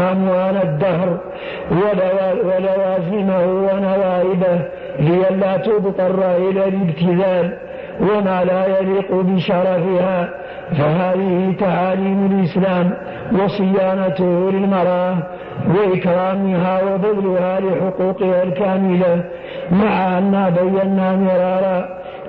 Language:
Arabic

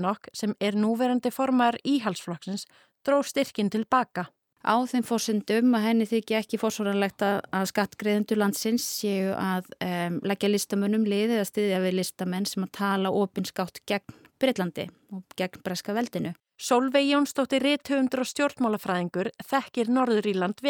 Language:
Icelandic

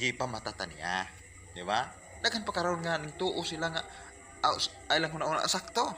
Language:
Cebuano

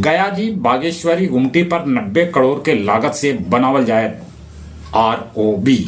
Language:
Magahi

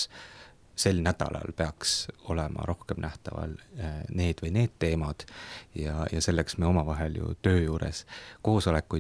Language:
Estonian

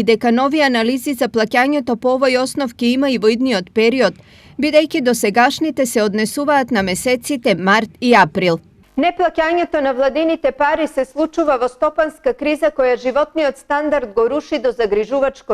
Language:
Macedonian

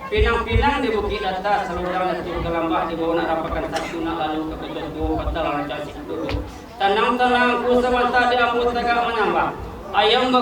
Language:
Minangkabau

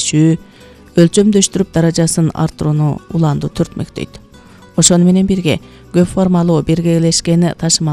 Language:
Kyrgyz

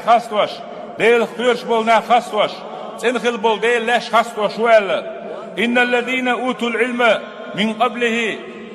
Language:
Chechen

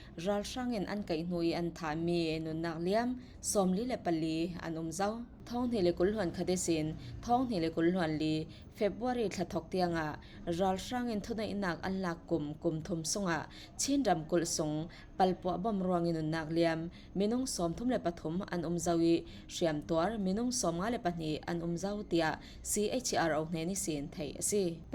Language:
Falam Chin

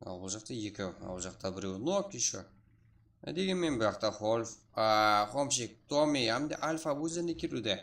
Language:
Kara-Kalpak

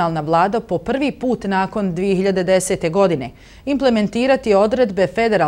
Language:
Bosnian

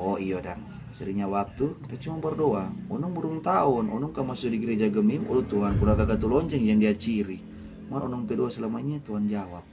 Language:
Manado Malay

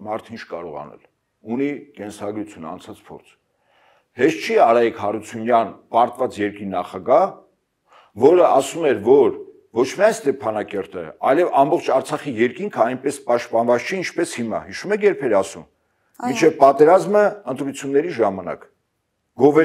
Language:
Armenian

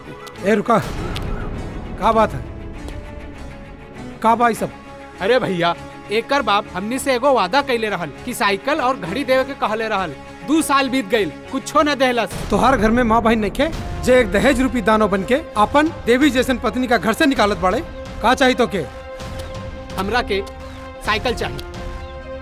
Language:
Bhojpuri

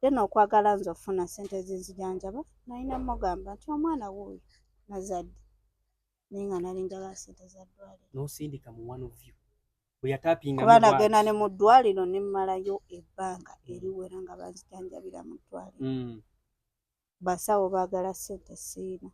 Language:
Ganda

